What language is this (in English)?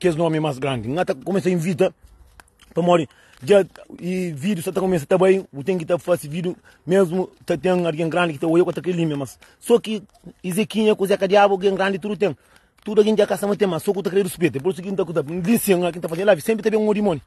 Kabuverdianu